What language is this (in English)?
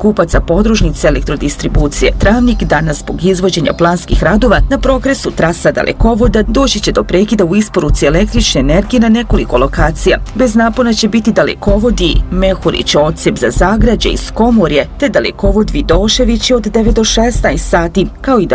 Bosnian